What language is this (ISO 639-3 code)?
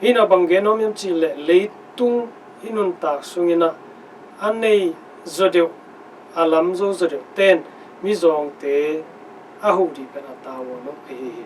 ctd